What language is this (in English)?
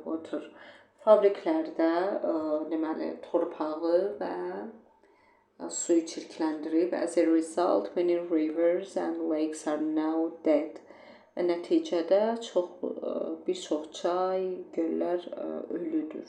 Azerbaijani